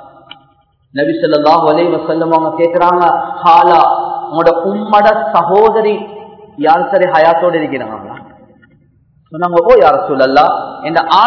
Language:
Tamil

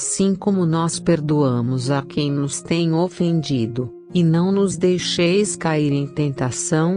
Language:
Portuguese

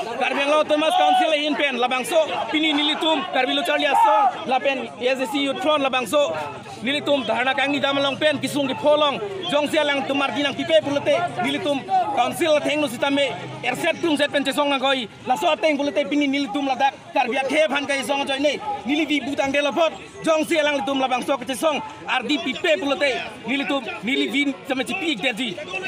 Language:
Karbi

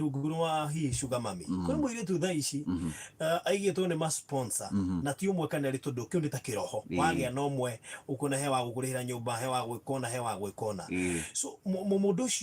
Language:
Kikuyu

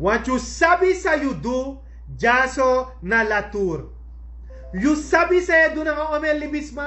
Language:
Sranan Tongo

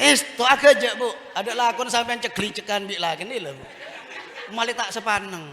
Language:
Madurese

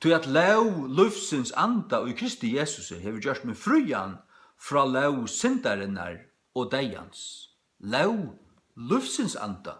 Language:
Faroese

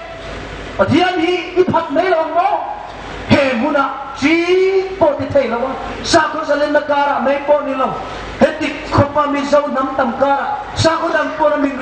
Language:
Hmar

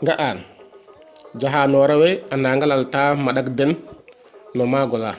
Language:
Serer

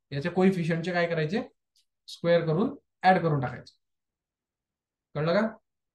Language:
Marathi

